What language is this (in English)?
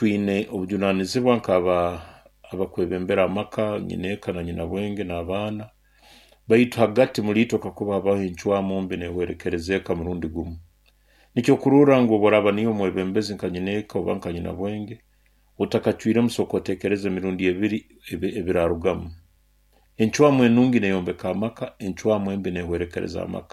Nyoro